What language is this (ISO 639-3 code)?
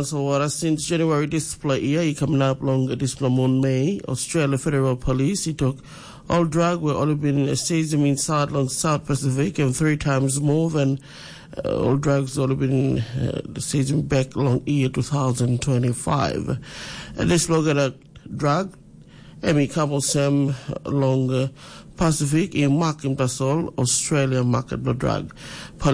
tpi